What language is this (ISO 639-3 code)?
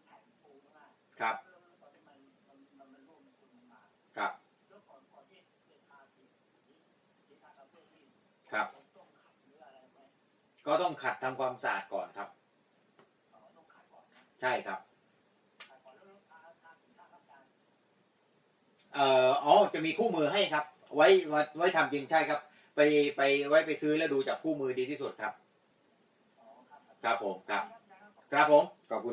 tha